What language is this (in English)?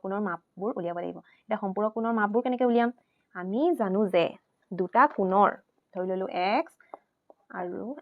Assamese